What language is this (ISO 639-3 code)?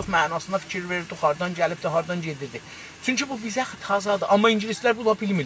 azb